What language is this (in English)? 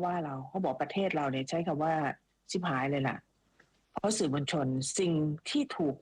Thai